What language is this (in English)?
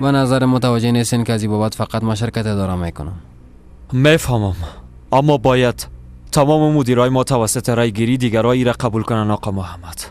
Persian